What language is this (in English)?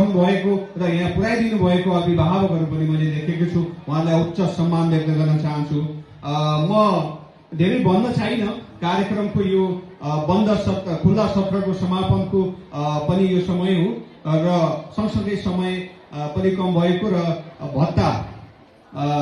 Nepali